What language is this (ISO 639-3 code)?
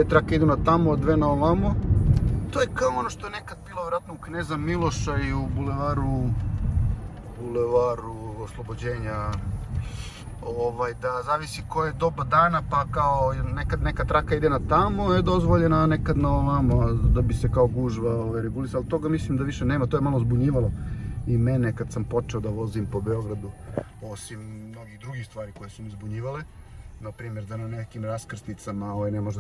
srp